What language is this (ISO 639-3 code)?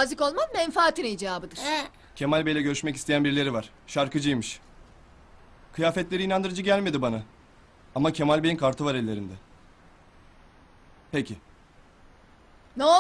tur